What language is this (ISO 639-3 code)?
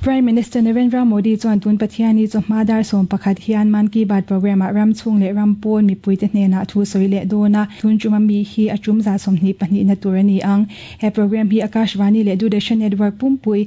lus